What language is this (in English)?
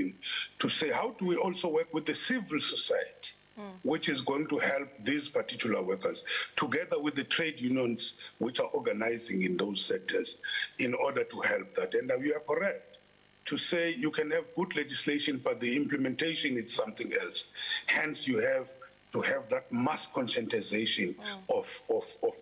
English